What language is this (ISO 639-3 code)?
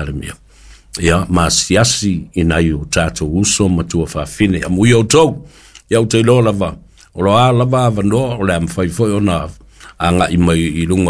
smo